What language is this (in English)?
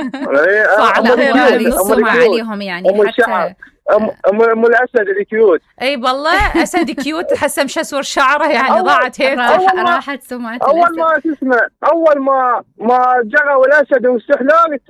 Mesopotamian Arabic